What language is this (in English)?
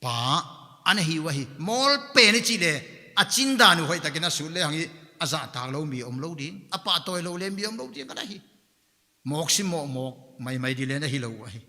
Paite Chin